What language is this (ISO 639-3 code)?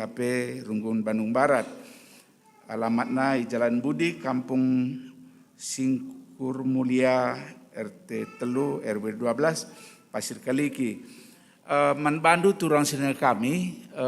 btx